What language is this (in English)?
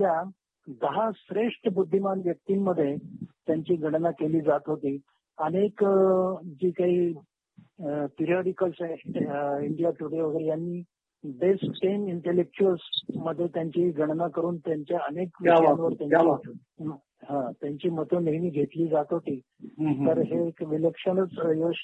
Marathi